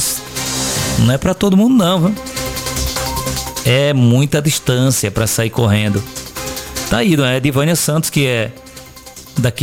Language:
Portuguese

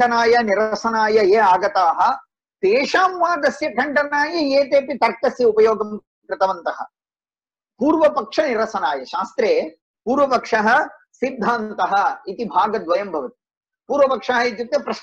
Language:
Sanskrit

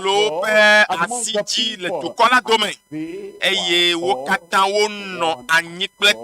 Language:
Ewe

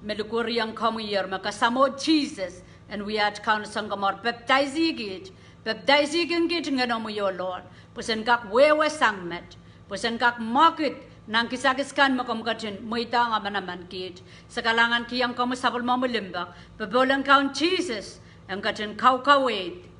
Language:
Pohnpeian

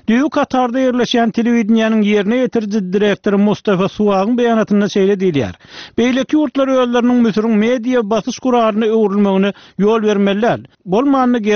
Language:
Turkmen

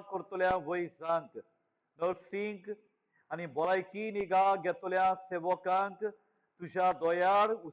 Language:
Konkani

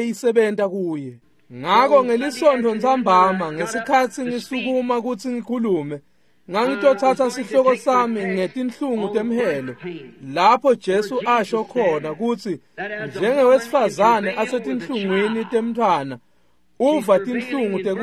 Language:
Swati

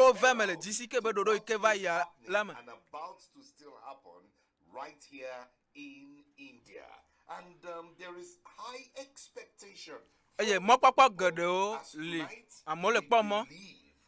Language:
Ewe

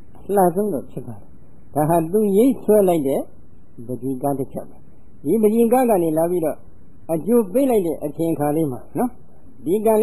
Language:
Burmese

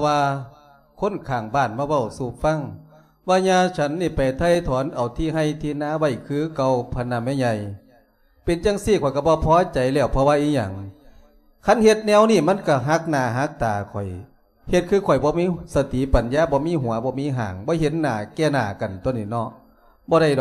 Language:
Lao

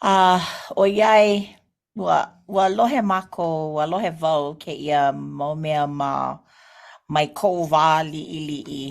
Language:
Hawaiian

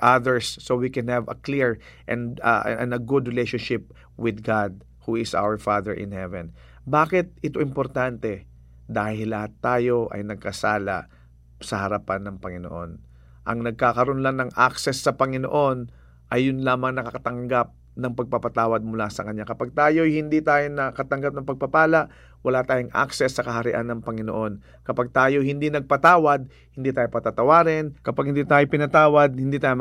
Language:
Filipino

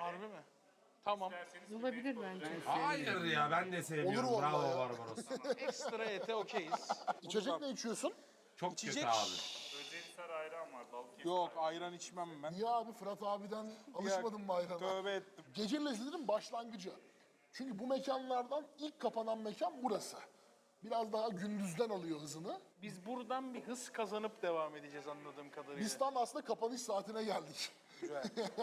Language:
Turkish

